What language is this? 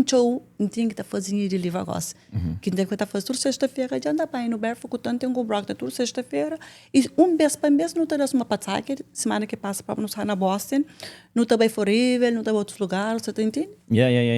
Kabuverdianu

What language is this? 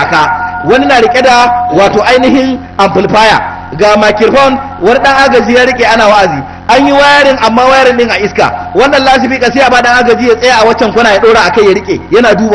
Hausa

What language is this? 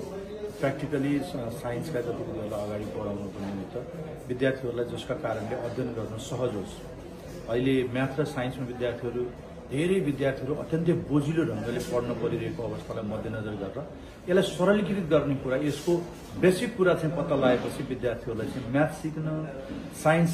Nepali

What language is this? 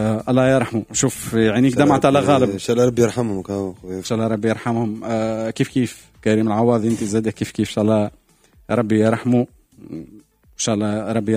Tunisian Arabic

